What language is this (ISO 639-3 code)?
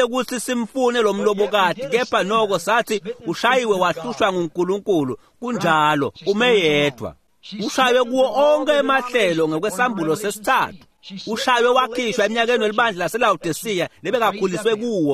ssw